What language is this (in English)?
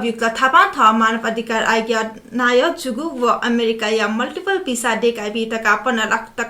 Newari